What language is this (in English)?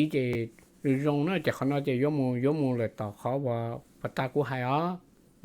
Hmong